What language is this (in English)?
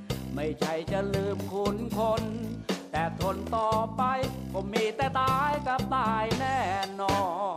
Thai